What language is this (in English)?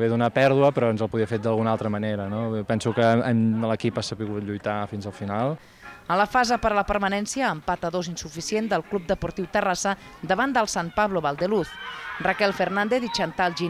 Catalan